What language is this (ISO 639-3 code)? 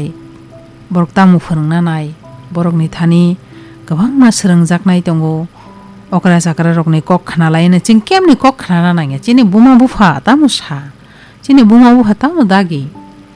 trp